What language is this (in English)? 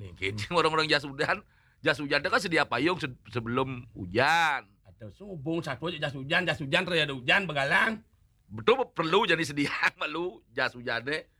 Balinese